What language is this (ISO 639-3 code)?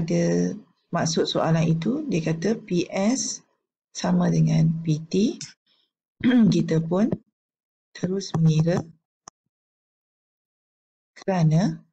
msa